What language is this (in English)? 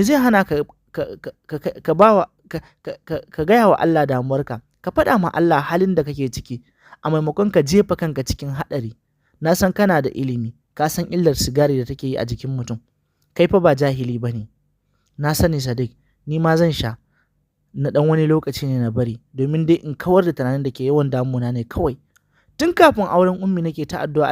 Hausa